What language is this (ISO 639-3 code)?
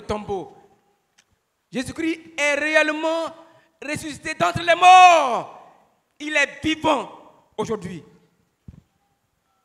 fra